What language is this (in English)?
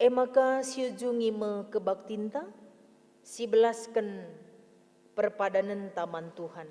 Batak Karo